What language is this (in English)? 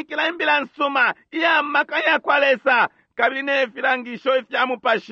Bemba